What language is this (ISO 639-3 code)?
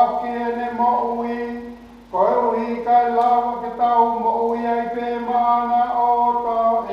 ton